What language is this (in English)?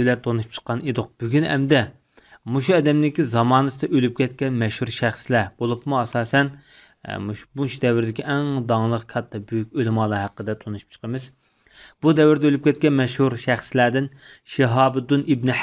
Uyghur